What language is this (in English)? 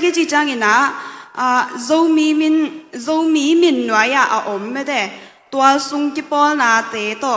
Tedim Chin